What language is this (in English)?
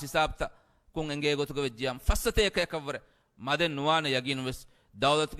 Divehi